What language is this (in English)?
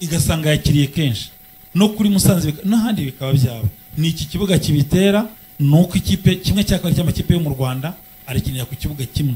Kinyarwanda